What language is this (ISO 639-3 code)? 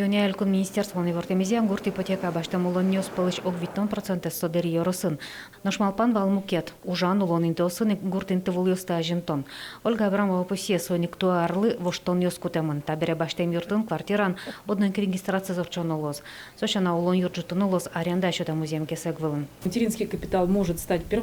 udm